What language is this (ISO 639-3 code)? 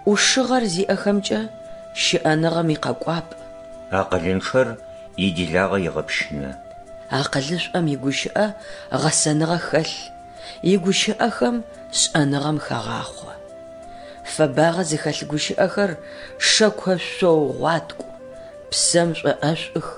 ady